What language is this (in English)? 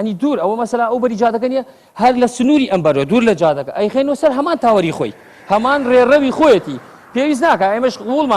Central Kurdish